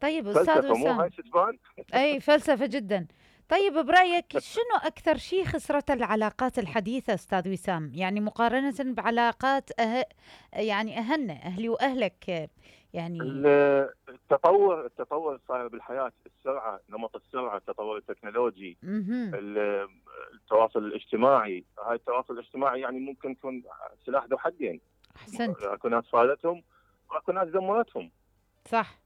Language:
Mesopotamian Arabic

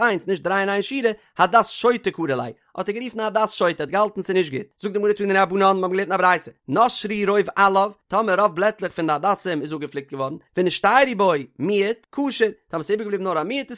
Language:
Yiddish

